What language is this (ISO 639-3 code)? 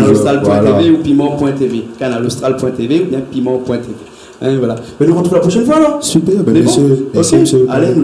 rcf